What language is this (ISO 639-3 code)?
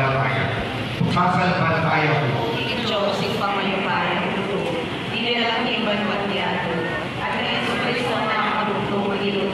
pam